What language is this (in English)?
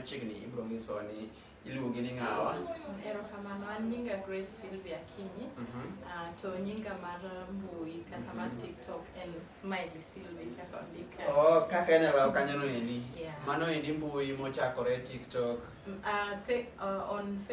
Luo (Kenya and Tanzania)